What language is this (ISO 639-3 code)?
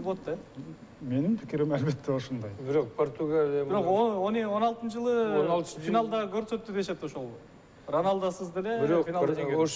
kir